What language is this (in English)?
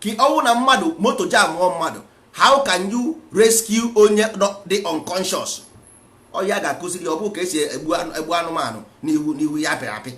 Igbo